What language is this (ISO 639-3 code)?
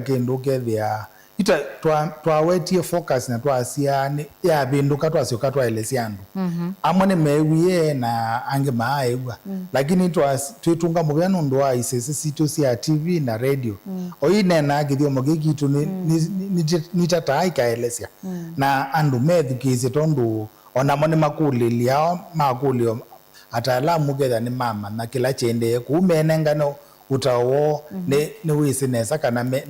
kam